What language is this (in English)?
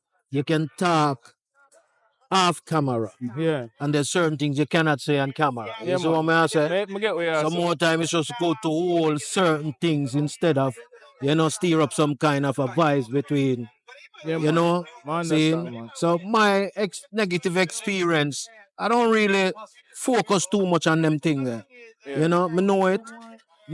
Jamaican Creole English